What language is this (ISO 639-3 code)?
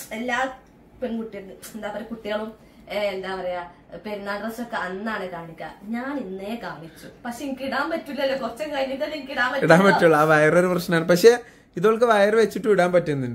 mal